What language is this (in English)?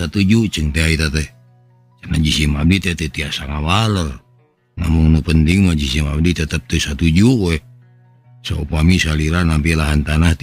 Sundanese